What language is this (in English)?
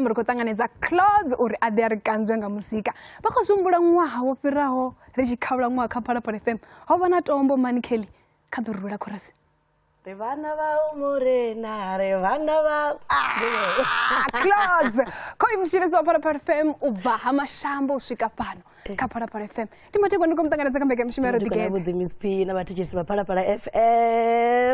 Venda